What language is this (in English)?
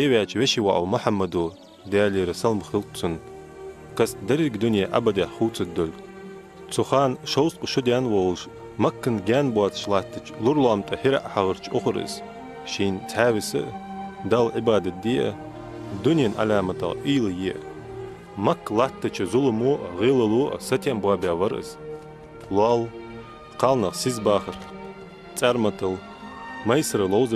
Ingush